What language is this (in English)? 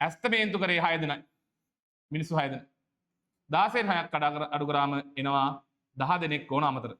Sinhala